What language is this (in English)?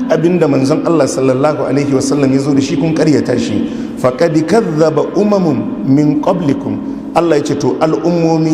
Hausa